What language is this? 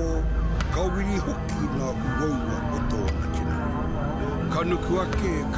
Māori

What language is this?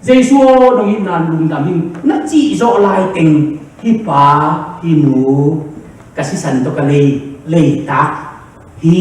Tedim Chin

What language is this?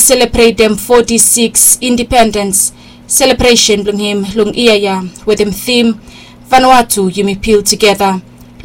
Bislama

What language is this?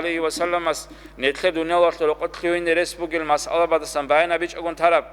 Avaric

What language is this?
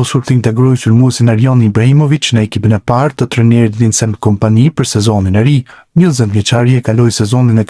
Albanian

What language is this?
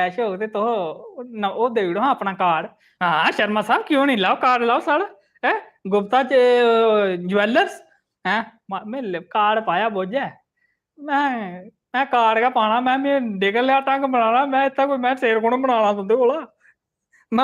Dogri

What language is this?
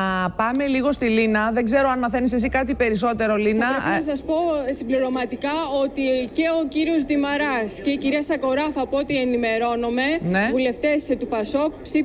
Greek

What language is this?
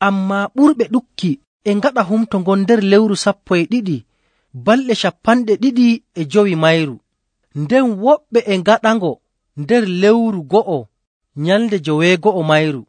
Nigerian Fulfulde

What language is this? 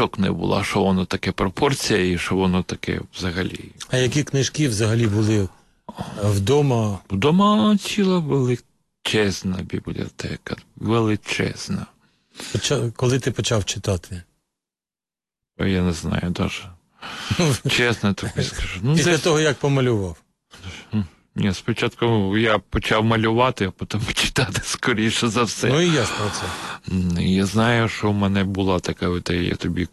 Ukrainian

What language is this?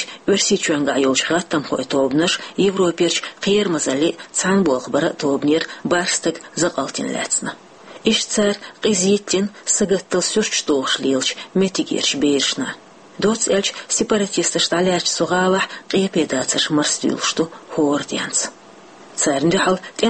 Chechen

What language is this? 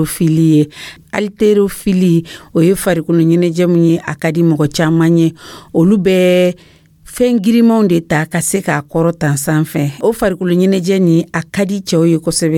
Dyula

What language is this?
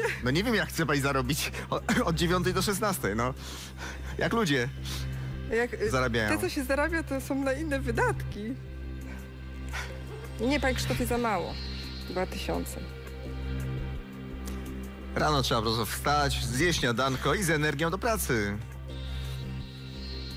Polish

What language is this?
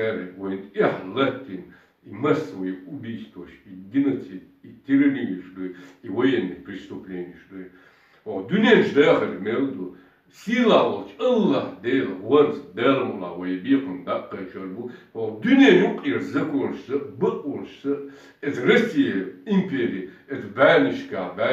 Chechen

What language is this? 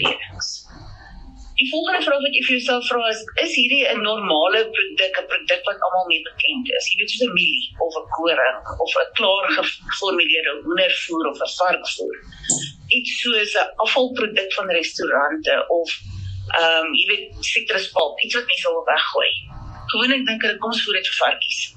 Afrikaans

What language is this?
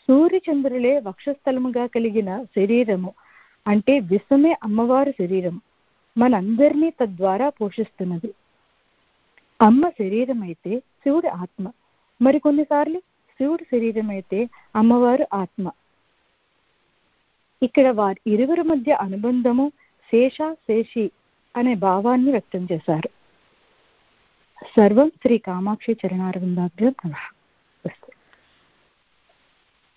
Telugu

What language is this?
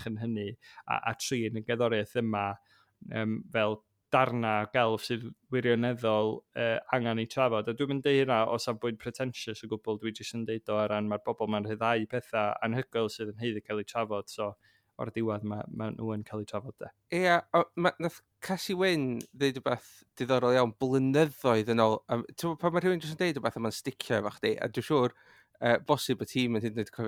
Welsh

